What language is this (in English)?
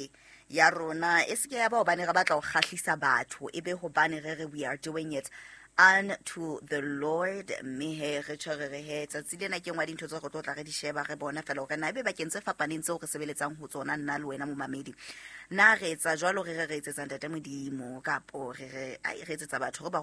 Southern Sotho